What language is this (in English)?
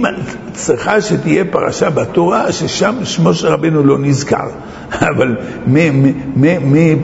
Hebrew